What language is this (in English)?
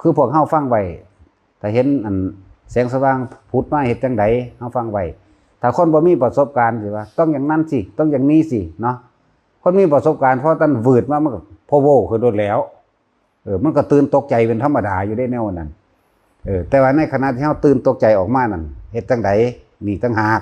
Northeastern Thai